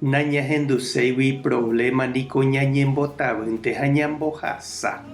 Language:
Guarani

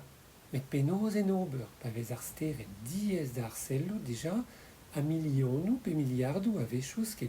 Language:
Breton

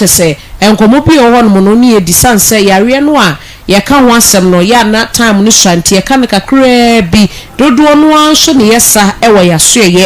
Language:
Akan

